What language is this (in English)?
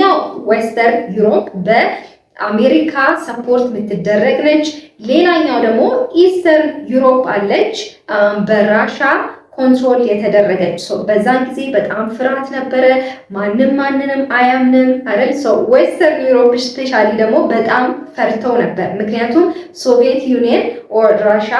Amharic